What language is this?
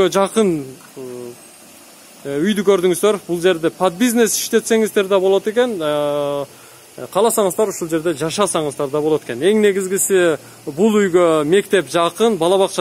Kyrgyz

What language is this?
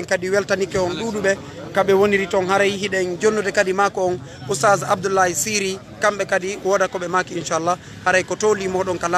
Fula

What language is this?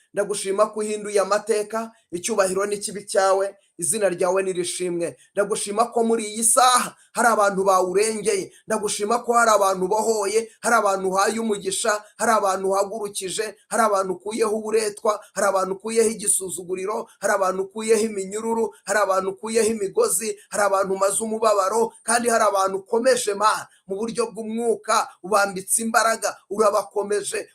Kinyarwanda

